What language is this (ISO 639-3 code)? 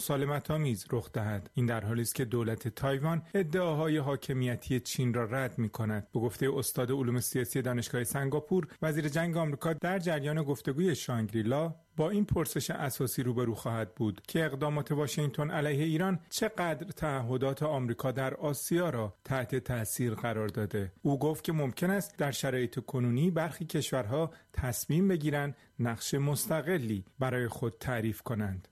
fas